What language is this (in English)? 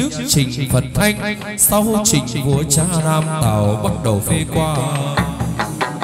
Vietnamese